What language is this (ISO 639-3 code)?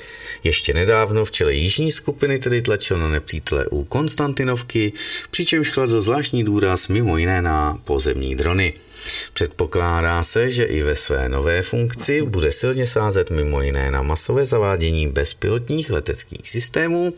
ces